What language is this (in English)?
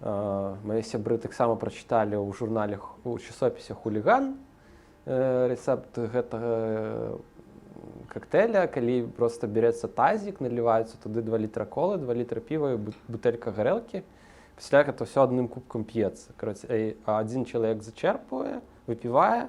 Belarusian